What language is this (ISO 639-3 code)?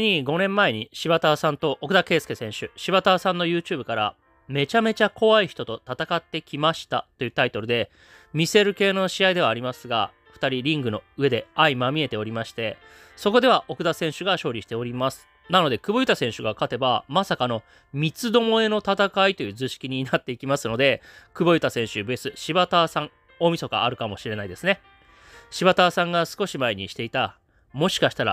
jpn